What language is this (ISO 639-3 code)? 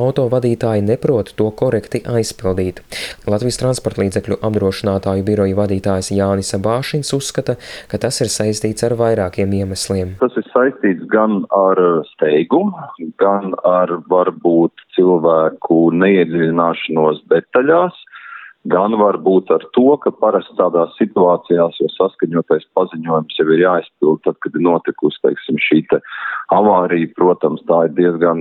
lav